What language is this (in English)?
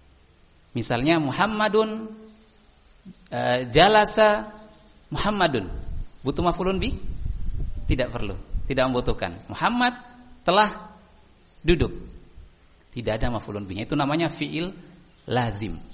Indonesian